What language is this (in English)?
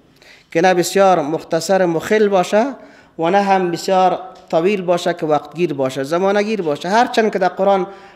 Persian